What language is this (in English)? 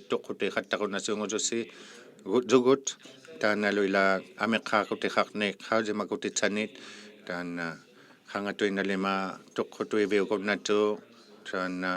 Inuktitut